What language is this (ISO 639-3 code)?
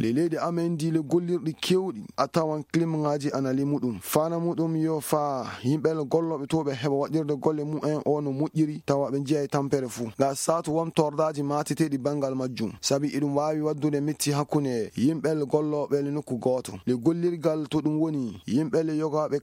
ful